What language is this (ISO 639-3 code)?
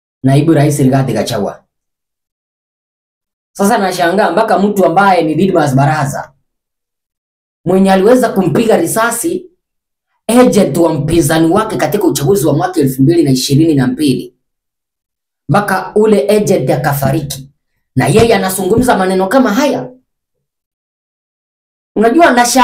swa